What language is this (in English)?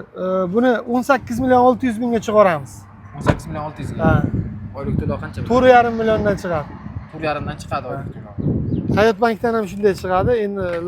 Uzbek